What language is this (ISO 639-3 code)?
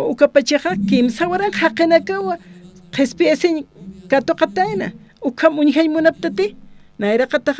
aym